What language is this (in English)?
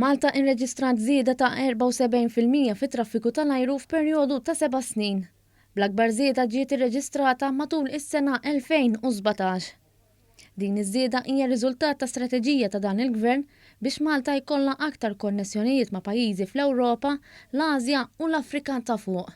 Maltese